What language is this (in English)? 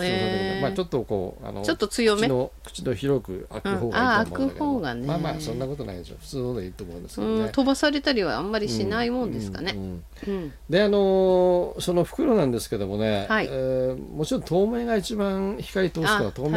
Japanese